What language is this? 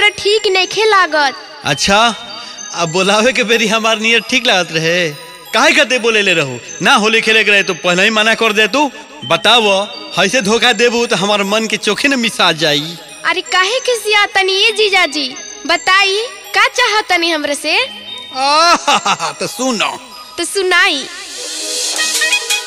Bhojpuri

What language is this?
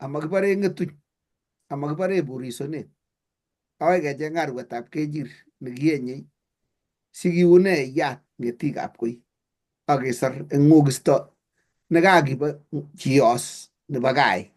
Kalenjin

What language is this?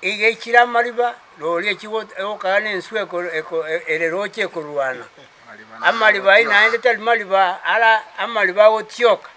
Gusii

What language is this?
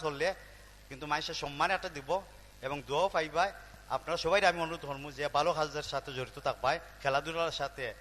Sylheti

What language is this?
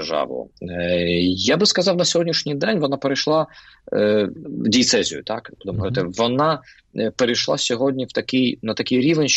Ukrainian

